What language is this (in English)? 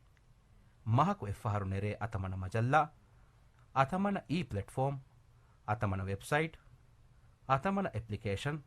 Divehi